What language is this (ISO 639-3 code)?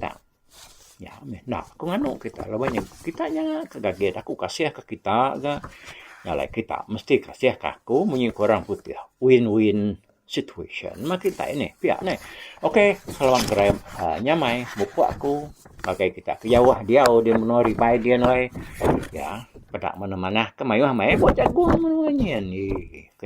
iba